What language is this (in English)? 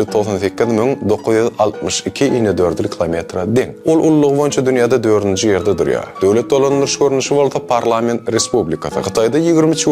Turkmen